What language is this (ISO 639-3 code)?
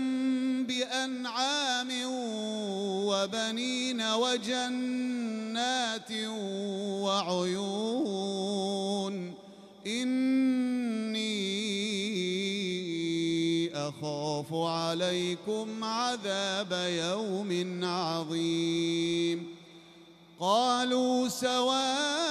ara